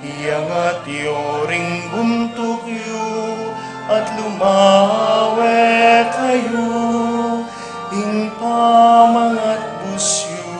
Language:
Pampanga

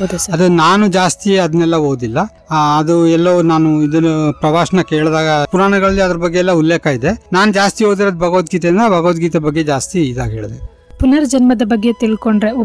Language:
Kannada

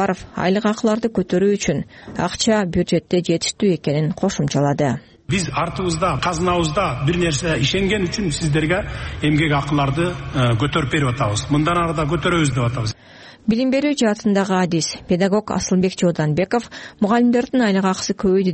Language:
Kyrgyz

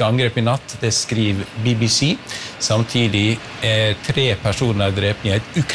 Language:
Norwegian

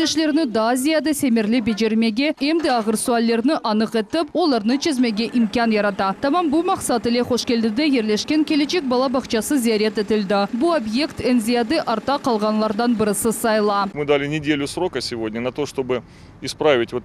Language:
Crimean Tatar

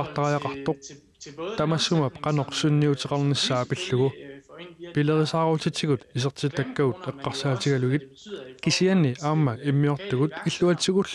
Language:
Kalaallisut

